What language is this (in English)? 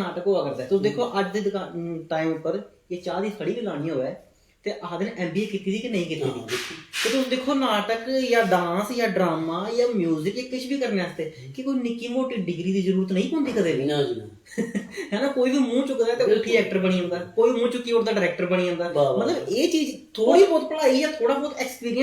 Dogri